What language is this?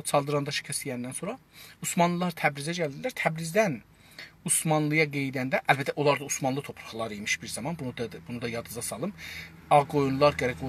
South Azerbaijani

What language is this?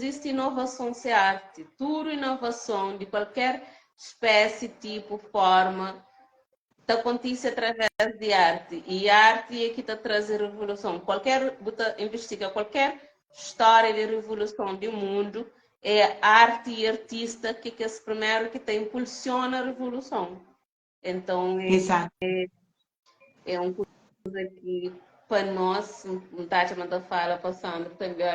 Kabuverdianu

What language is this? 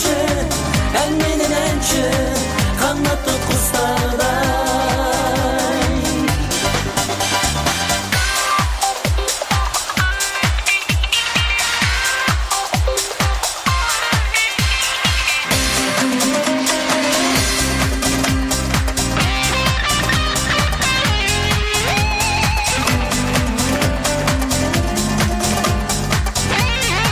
Kazakh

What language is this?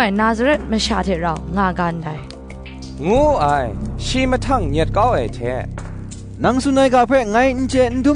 Kachin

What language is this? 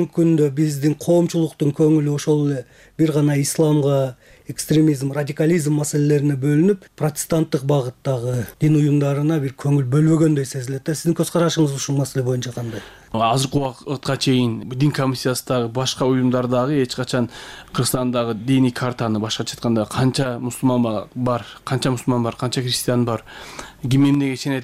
Kyrgyz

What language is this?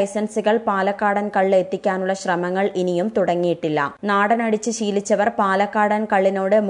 Malayalam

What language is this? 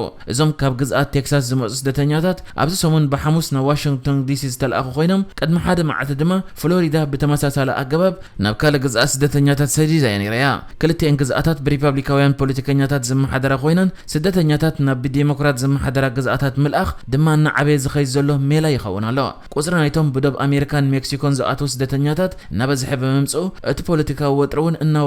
Tigrinya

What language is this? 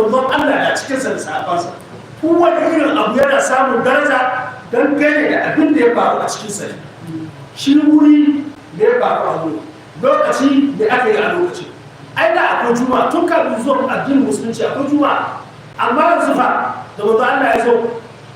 Hausa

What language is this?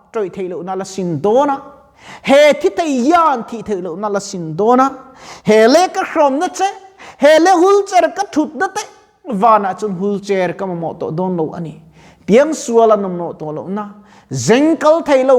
Mizo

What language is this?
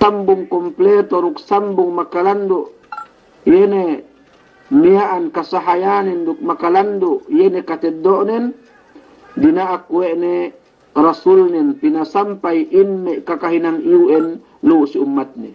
Yakan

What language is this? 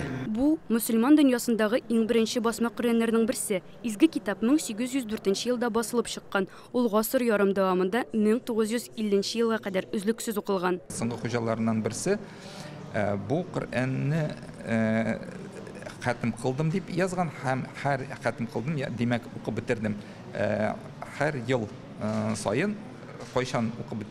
Tatar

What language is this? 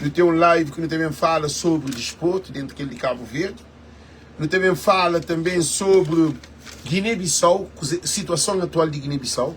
Kabuverdianu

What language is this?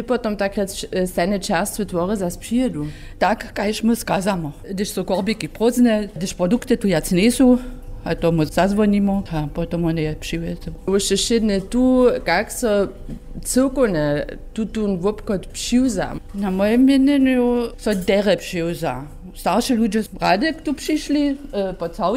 Upper Sorbian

